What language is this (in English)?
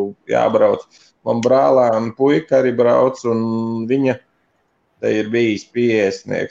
Latvian